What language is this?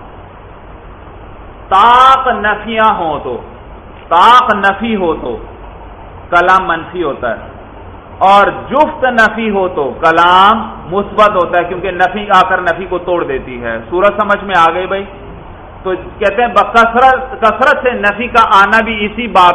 Urdu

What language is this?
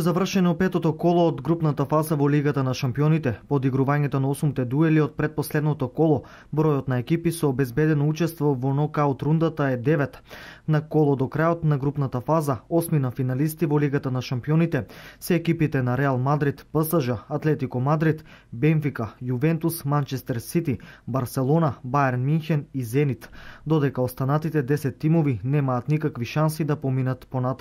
Macedonian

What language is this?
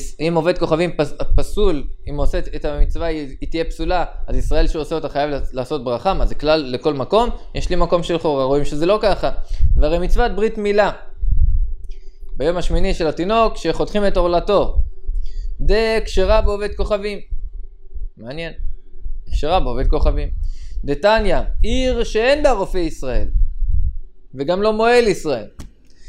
Hebrew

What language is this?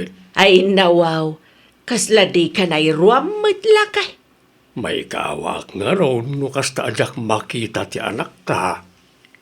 Iloko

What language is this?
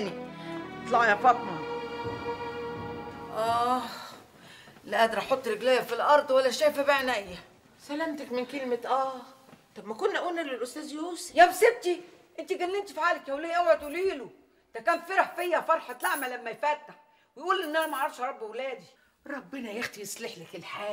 Egyptian Arabic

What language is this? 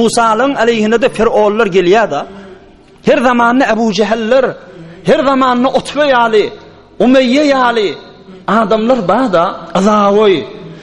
Turkmen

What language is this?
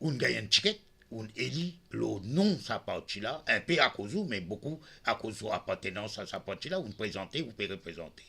Morisyen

